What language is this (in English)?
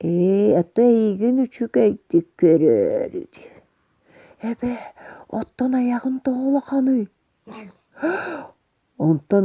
Yakut